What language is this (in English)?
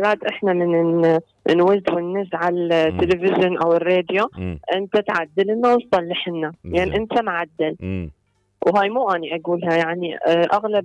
Mesopotamian Arabic